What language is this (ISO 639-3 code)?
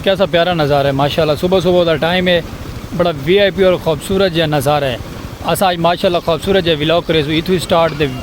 skr